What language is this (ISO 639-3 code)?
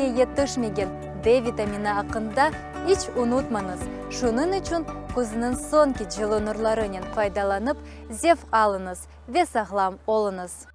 crh